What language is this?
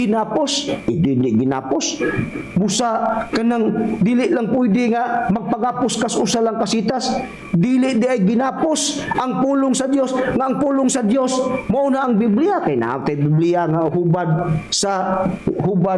Cebuano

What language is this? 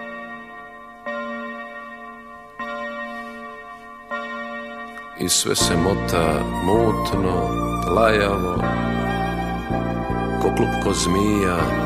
Serbian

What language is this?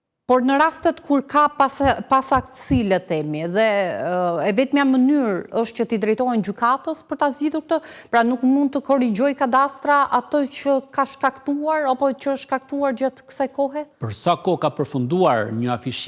Albanian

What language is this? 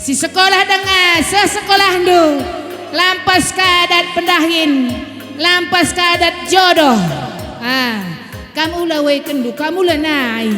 Batak Karo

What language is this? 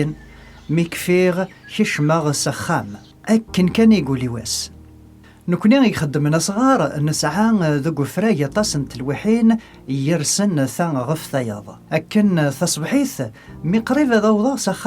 Kabyle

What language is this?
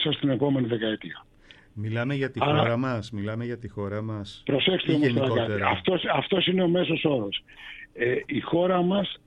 Greek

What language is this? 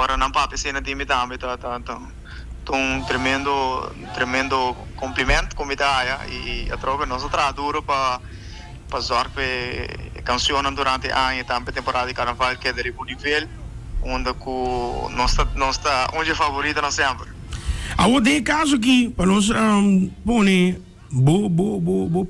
Papiamento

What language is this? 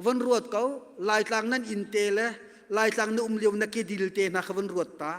Hakha Chin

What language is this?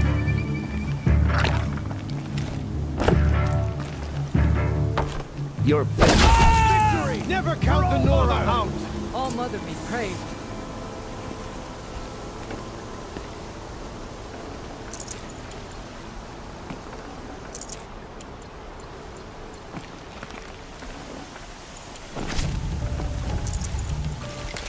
English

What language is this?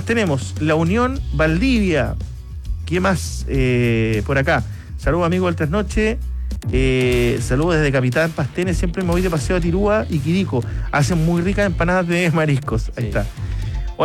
Spanish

